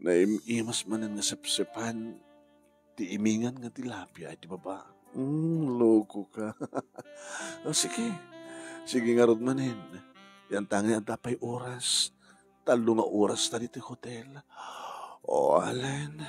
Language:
Iloko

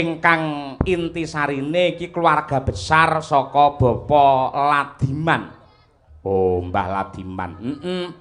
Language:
Javanese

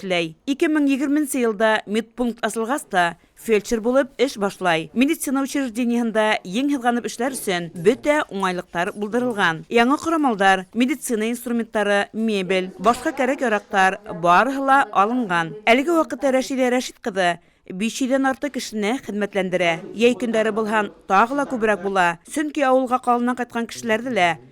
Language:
Bashkir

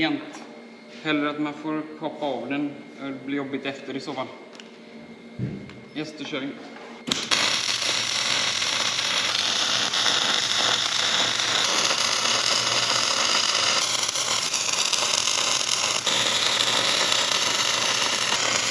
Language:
Swedish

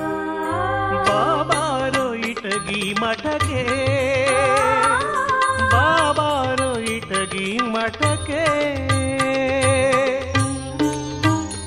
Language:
Kannada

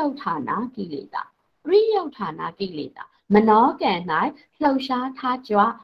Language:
Burmese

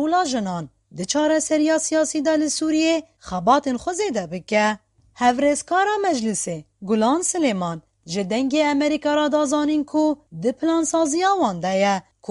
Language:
Kurdish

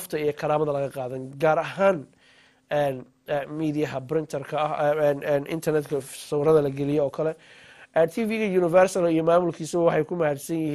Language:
Somali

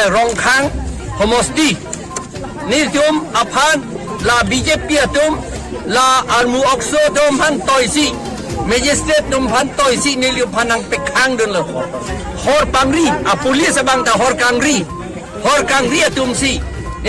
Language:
Karbi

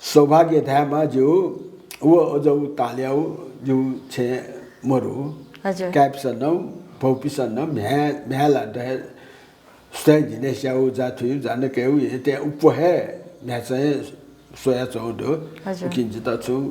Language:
Newari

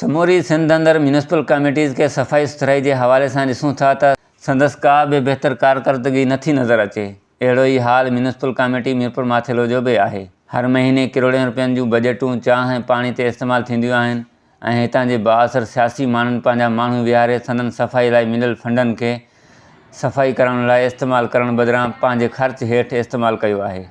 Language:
Sindhi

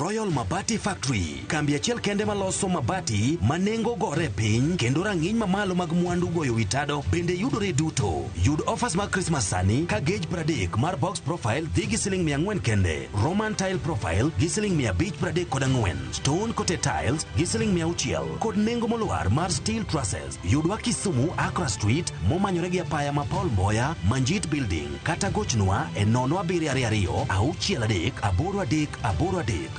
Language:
Luo (Kenya and Tanzania)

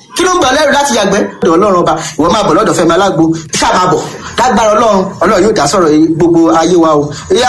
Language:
Yoruba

